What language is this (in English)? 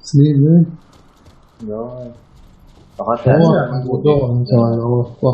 Chechen